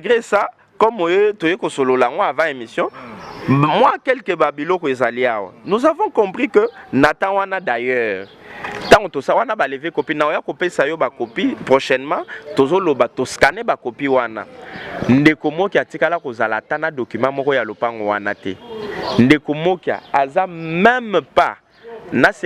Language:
Lingala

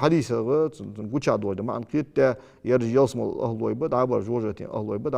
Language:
Ingush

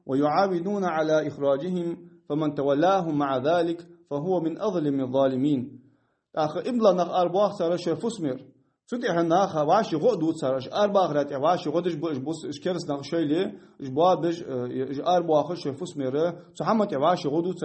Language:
Ingush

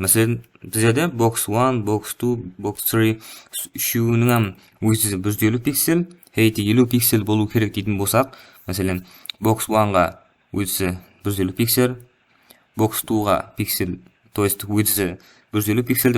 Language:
Kara-Kalpak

